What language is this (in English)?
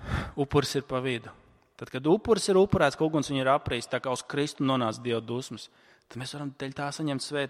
Latvian